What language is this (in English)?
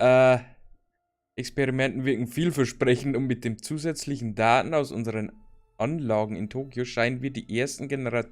Bavarian